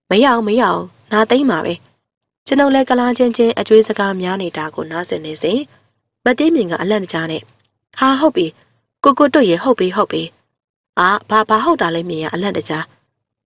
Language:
Burmese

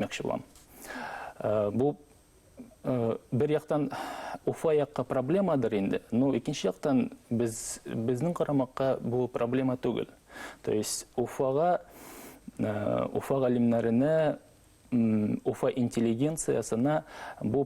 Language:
Bashkir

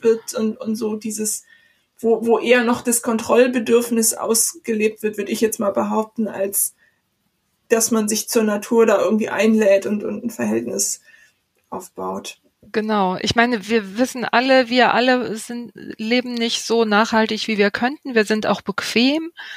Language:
German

